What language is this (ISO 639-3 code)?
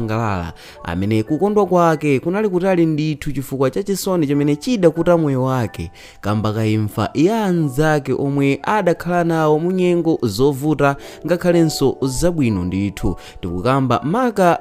nya